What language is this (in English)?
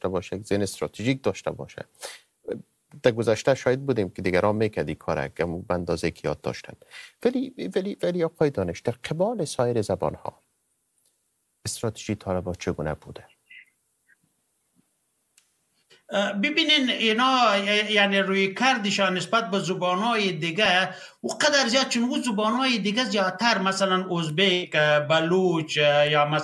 Persian